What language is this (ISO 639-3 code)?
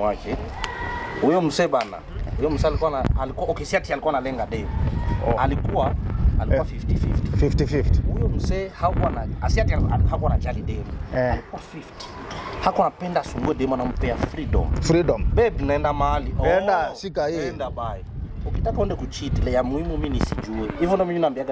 swa